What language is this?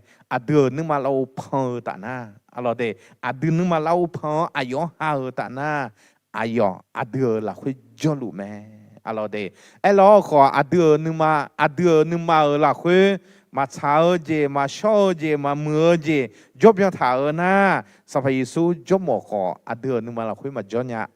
Akha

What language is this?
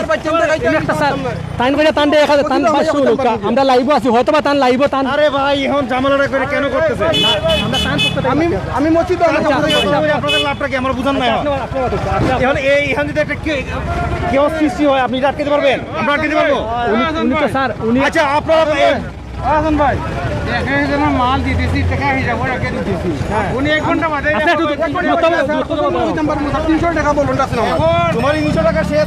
Sylheti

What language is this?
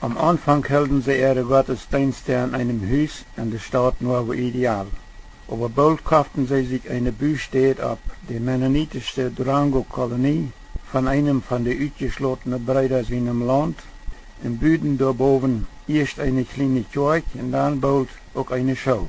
Plautdietsch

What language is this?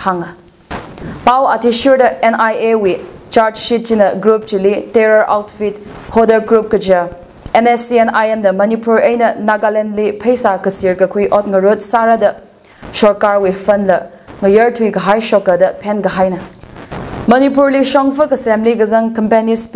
Tangkhul Naga (India)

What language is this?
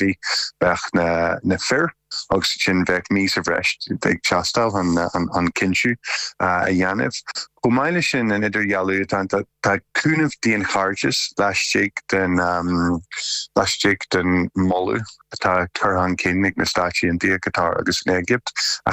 Irish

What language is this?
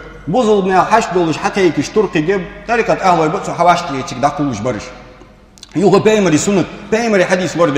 Ingush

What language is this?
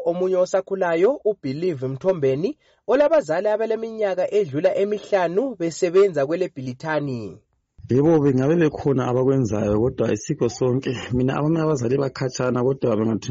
North Ndebele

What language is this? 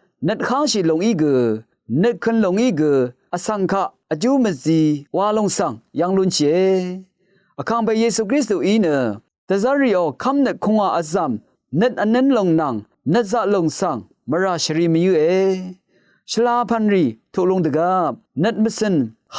Rawang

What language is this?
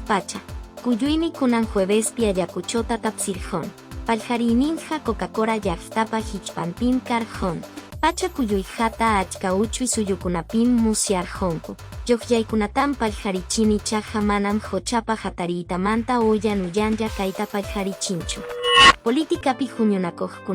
Quechua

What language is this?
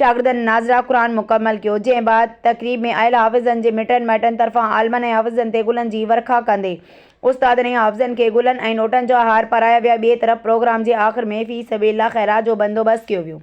Sindhi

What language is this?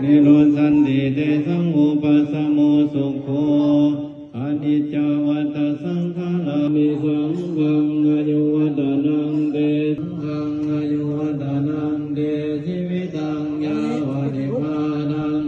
Pali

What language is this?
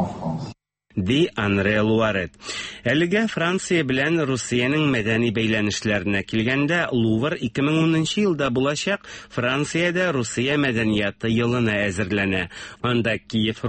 Tatar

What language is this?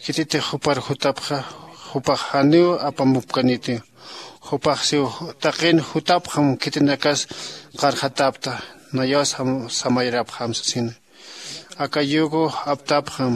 Aymara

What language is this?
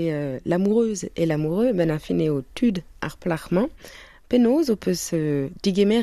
Breton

